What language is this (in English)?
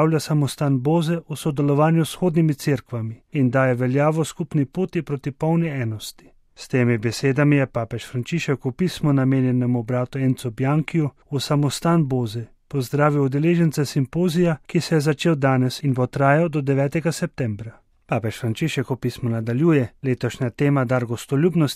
Slovenian